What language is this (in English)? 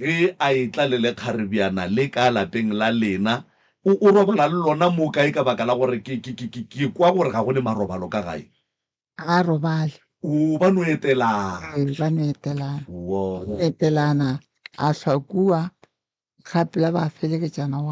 Northern Sotho